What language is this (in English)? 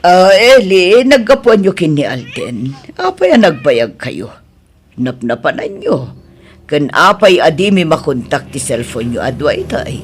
Iloko